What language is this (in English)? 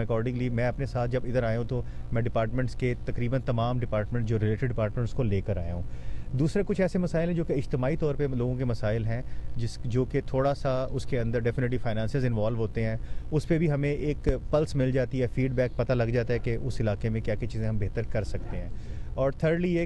Urdu